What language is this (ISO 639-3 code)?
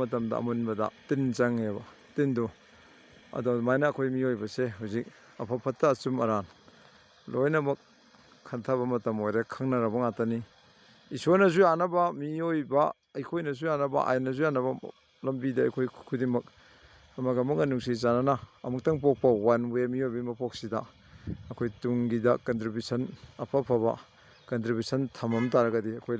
mni